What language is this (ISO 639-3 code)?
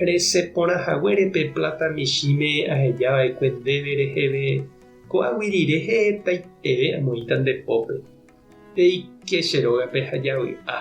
grn